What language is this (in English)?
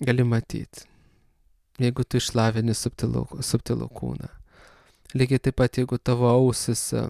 Lithuanian